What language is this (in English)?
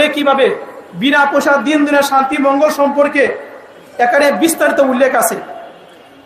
Bangla